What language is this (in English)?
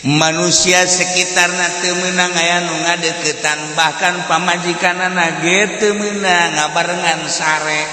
Sundanese